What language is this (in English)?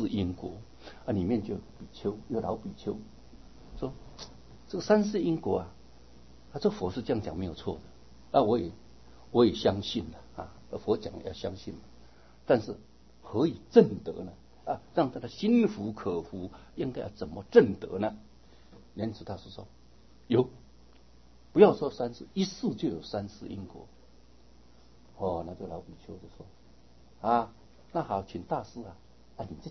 Chinese